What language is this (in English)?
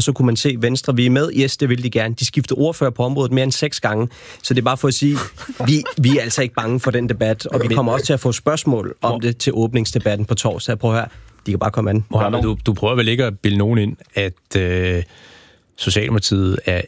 Danish